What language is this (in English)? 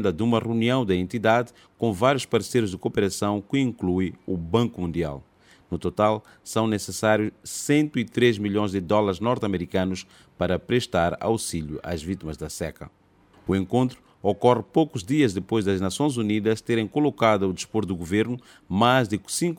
Portuguese